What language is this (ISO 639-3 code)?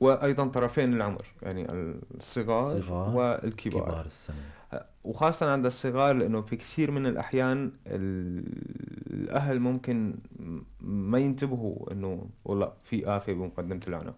apc